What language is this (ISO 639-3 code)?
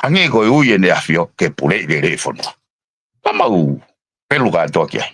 ton